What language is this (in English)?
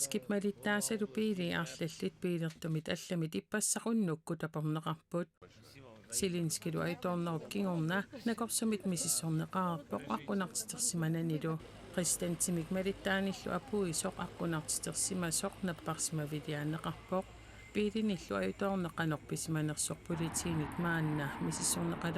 Kalaallisut